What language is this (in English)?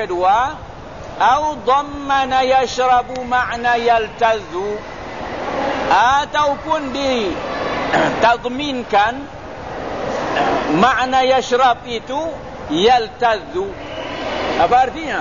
Malay